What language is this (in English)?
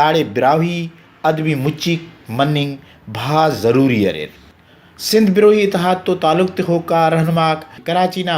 Brahui